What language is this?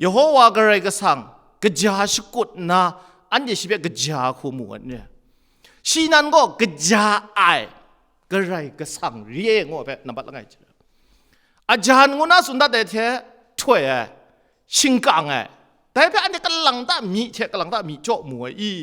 Kachin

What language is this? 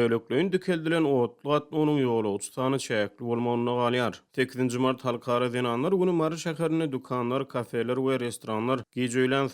Turkmen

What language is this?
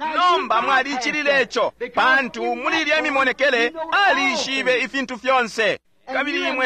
Bemba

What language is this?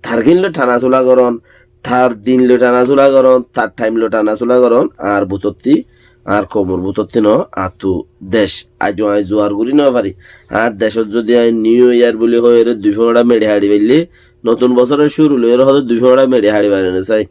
Rohingya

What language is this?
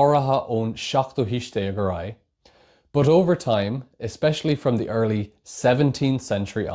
Irish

